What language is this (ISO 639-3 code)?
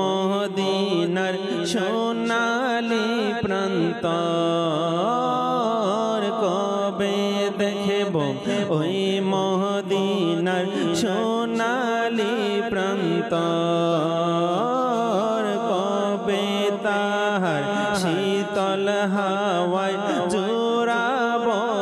ben